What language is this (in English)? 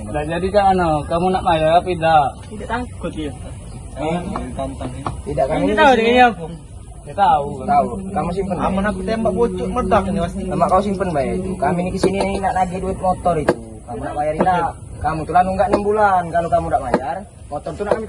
Musi